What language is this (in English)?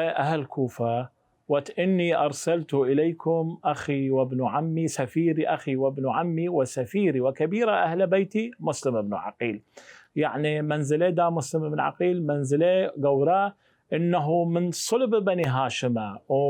Southern Kurdish